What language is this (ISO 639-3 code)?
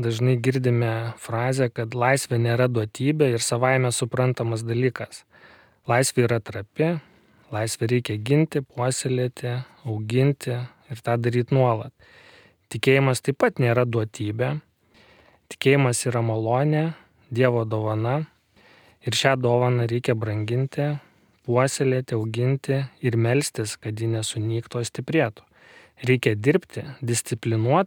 lit